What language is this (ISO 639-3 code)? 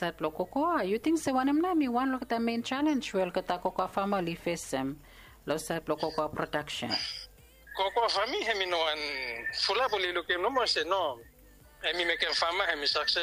bis